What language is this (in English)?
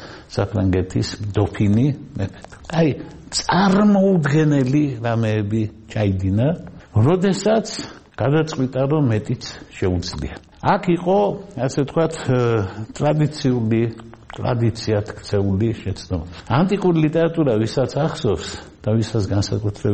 Georgian